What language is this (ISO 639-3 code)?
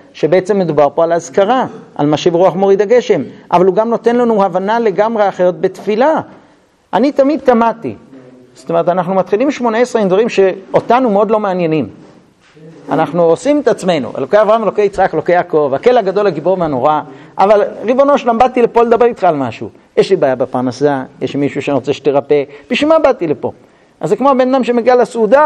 heb